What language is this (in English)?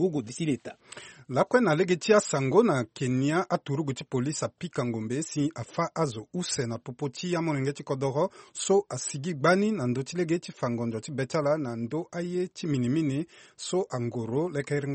Sango